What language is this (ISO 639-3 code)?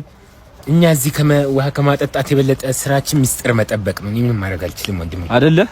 amh